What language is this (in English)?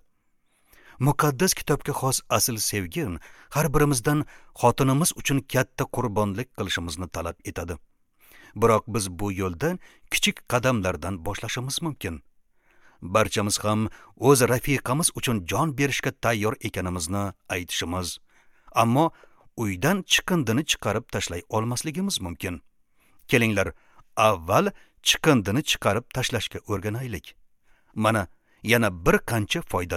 Uzbek